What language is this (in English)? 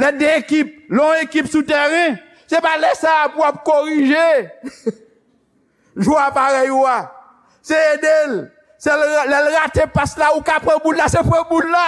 Haitian Creole